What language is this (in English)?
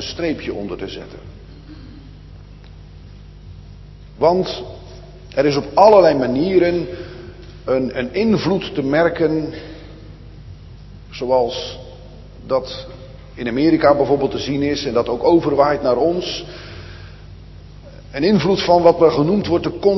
Dutch